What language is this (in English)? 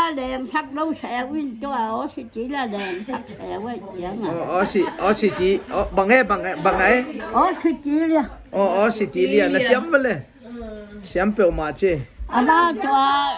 Tedim Chin